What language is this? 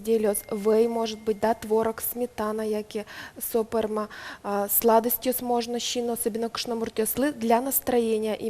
Udmurt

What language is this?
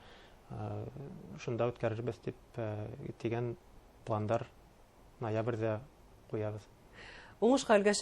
Bashkir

